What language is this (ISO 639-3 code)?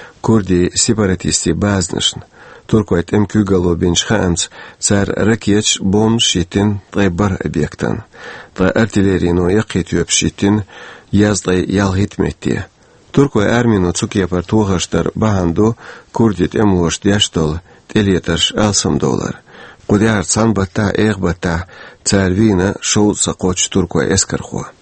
che